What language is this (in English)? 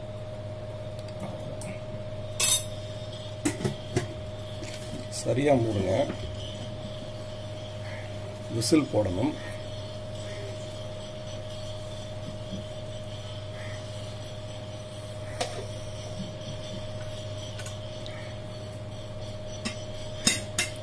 Tamil